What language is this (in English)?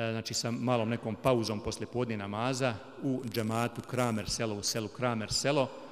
Bosnian